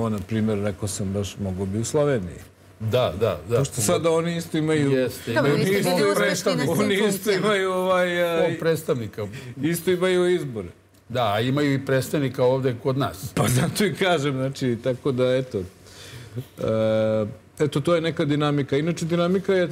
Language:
Serbian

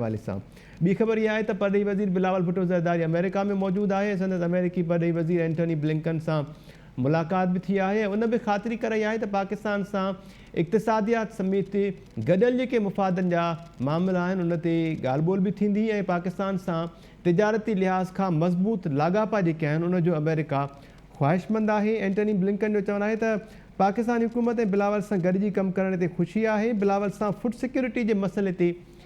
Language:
Sindhi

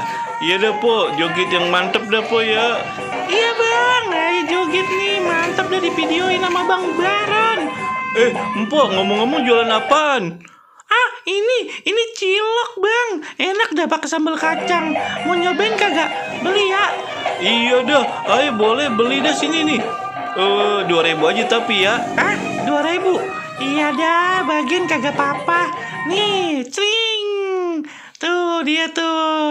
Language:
Betawi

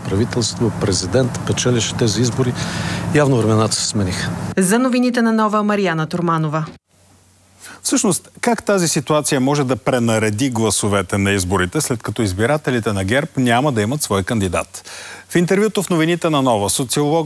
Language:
Bulgarian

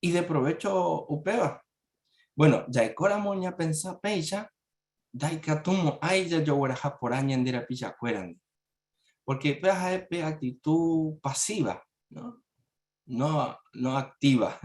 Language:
Guarani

